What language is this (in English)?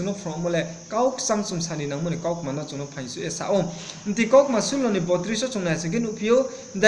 Riang (India)